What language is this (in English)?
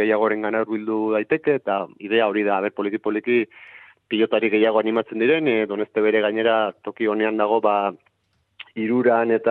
Basque